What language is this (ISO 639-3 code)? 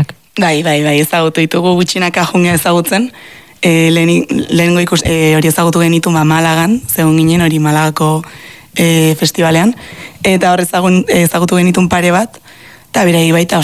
eus